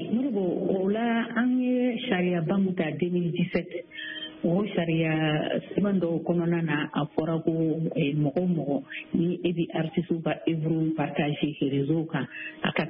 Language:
Bambara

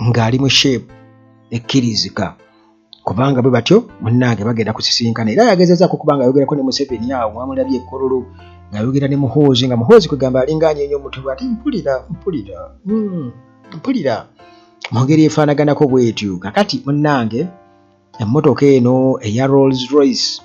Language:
Ganda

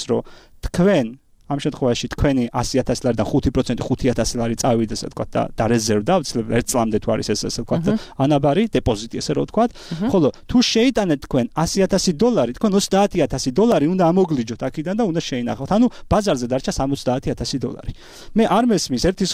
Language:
Georgian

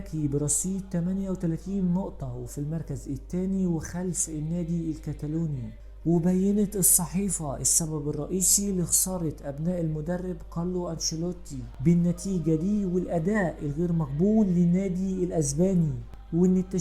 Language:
Egyptian Arabic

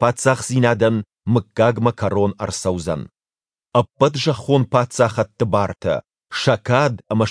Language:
Ossetic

